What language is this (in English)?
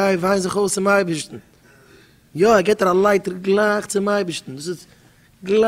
Yiddish